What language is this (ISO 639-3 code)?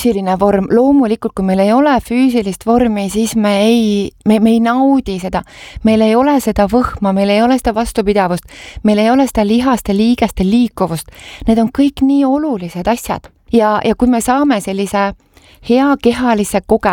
est